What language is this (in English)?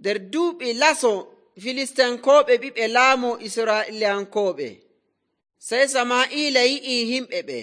Nigerian Fulfulde